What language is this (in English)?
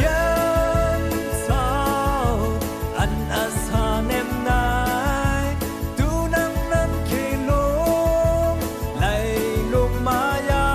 Khamti